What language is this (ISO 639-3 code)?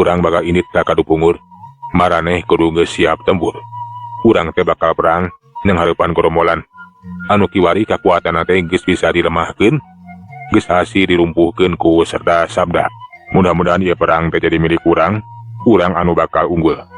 sun